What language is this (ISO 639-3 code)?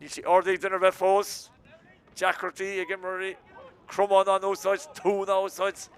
gle